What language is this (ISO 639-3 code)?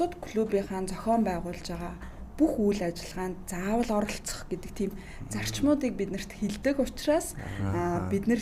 mon